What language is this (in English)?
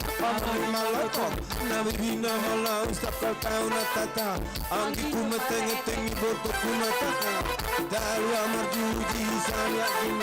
Batak Simalungun